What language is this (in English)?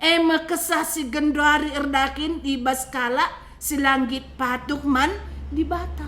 Batak Karo